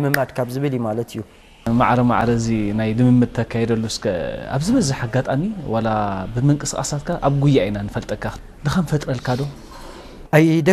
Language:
Tigrinya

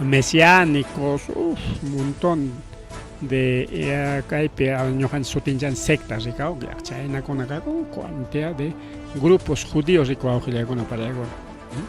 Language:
Ayacucho Quechua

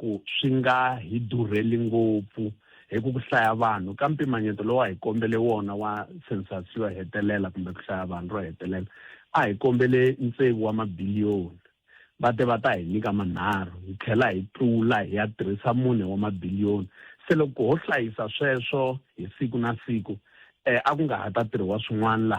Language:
Tsonga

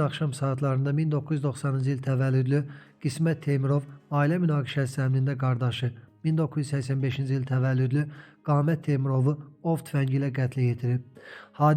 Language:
Azerbaijani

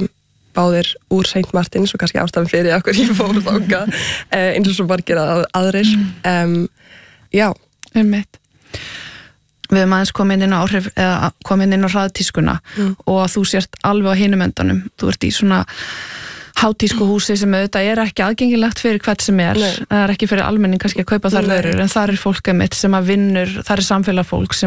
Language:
Icelandic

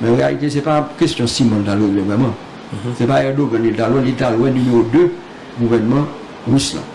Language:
Haitian Creole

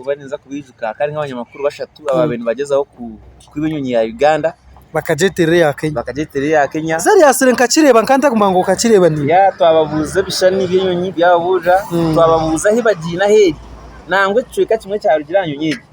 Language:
Nyankole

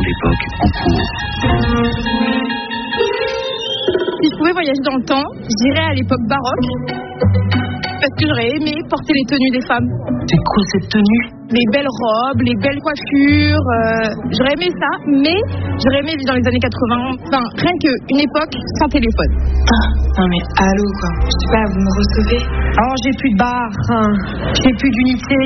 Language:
French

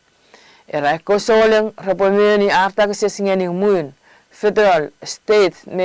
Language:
Chuukese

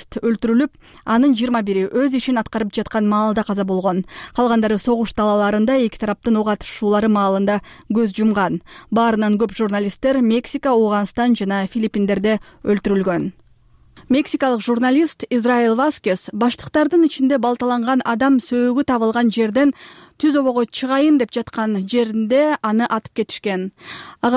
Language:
Kyrgyz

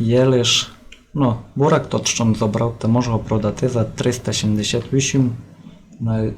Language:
Rusyn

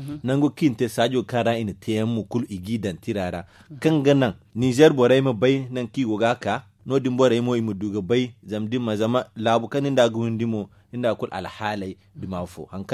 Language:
Zarma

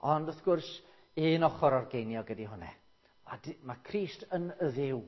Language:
Welsh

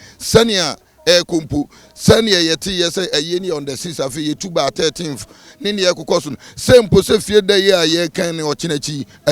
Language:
Akan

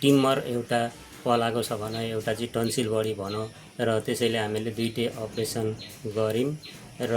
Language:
Nepali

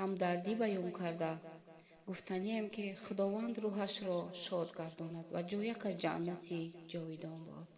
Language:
Tajik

